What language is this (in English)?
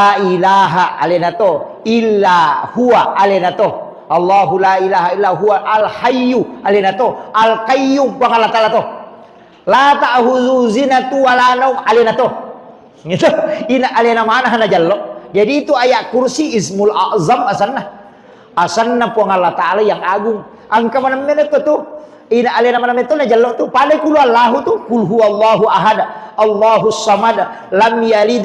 Buginese